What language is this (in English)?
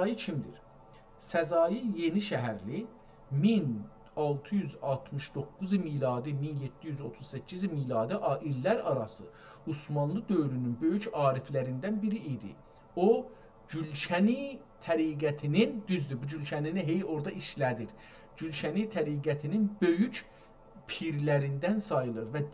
South Azerbaijani